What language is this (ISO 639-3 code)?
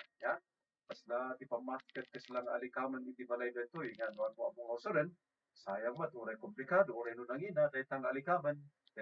ilo